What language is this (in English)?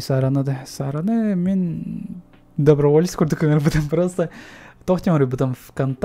Yakut